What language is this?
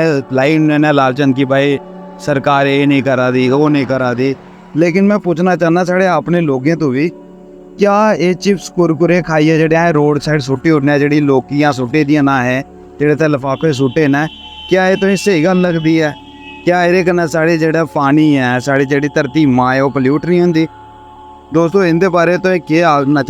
Dogri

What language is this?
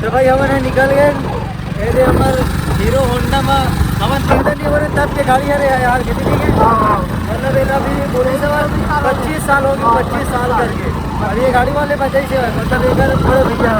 Chhattisgarhi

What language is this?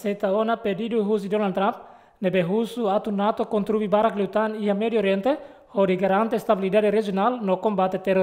Tetum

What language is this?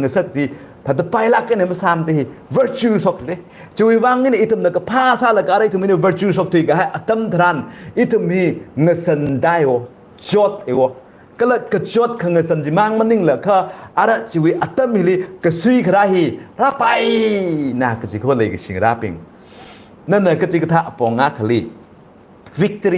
Tangkhul Naga (India)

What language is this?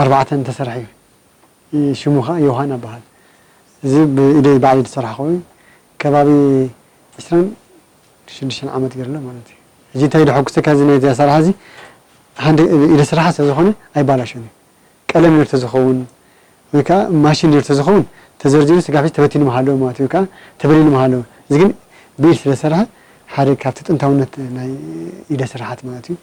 Tigrinya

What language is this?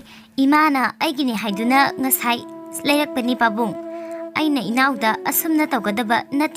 Manipuri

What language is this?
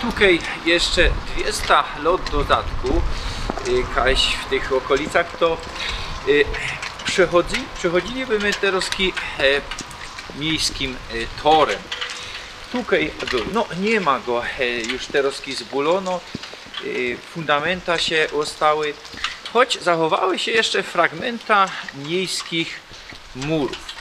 Silesian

